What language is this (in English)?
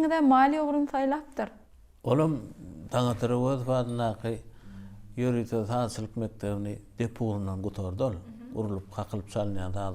Turkmen